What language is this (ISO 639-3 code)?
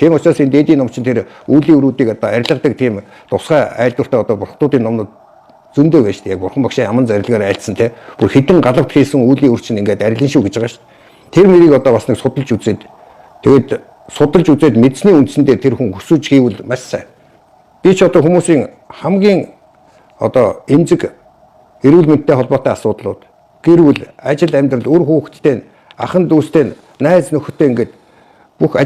mon